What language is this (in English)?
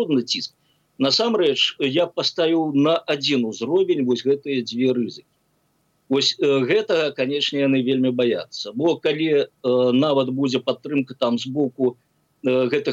Belarusian